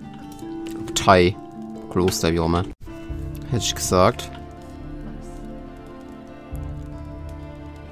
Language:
German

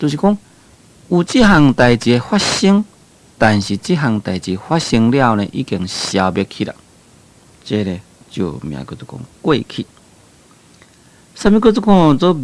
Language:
Min Nan Chinese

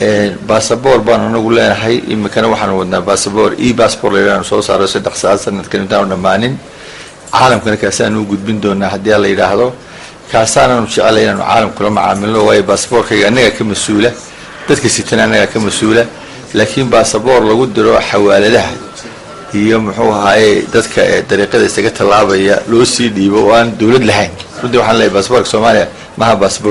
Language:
Somali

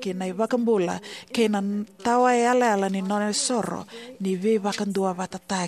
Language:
Fijian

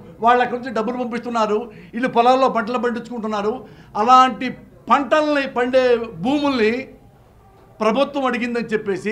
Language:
Telugu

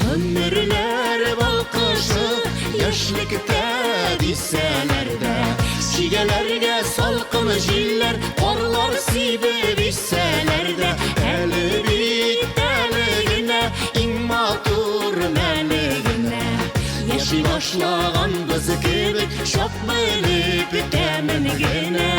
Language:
Bashkir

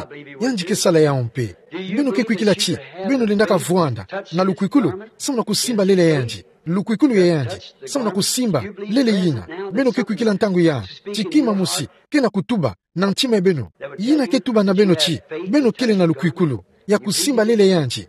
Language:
Kituba (Democratic Republic of Congo)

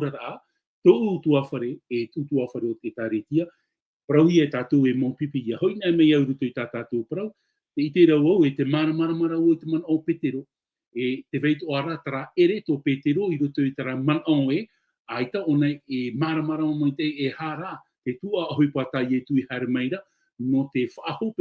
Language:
Tahitian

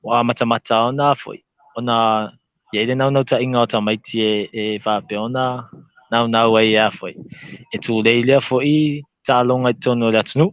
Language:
Samoan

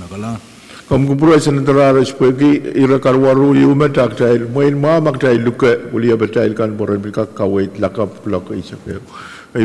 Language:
Pohnpeian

